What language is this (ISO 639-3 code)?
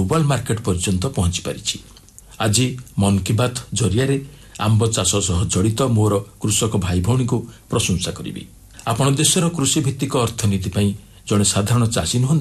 ori